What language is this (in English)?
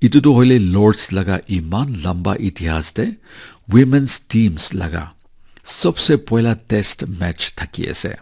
Naga Pidgin